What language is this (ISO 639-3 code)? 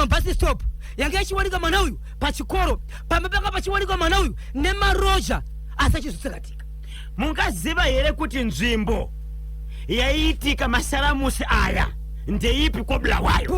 sna